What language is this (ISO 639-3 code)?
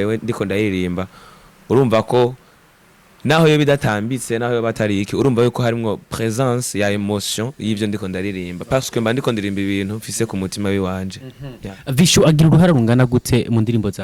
run